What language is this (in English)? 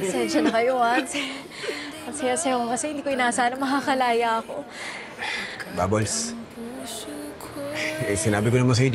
Filipino